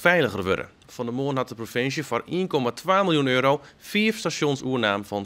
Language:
Western Frisian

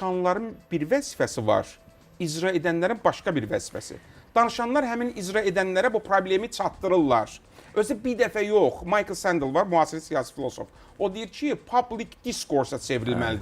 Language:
Azerbaijani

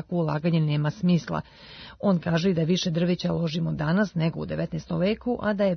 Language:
Serbian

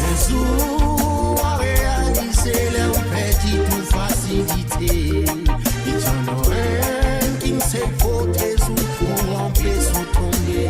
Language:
Morisyen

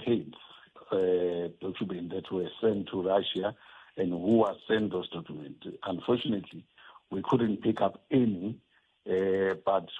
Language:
Tsonga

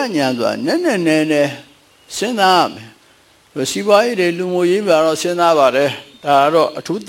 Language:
Burmese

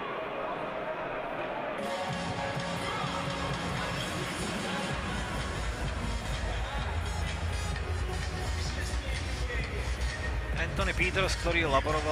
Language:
Slovak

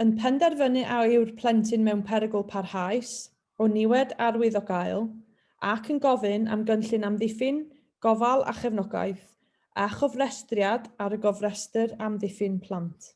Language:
Welsh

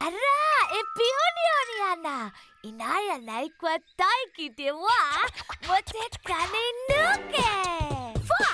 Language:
Māori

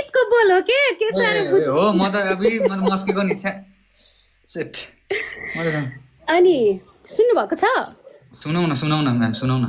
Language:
Nepali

